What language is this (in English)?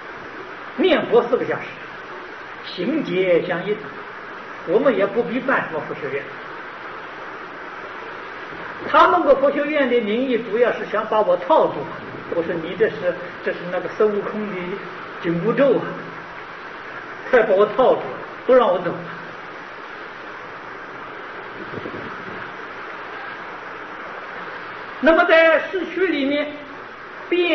Chinese